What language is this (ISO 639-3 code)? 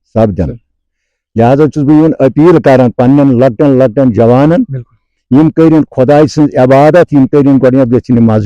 kas